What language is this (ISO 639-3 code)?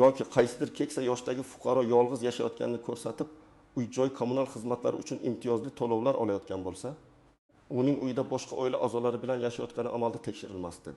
uzb